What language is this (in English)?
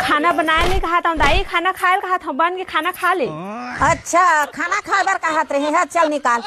Chhattisgarhi